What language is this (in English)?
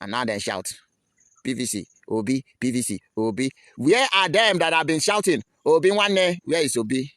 Nigerian Pidgin